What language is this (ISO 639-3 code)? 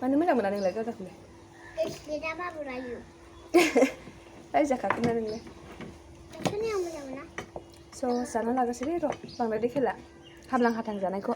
brx